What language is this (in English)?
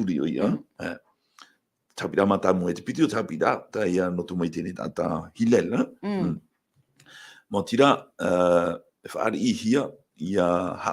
Tahitian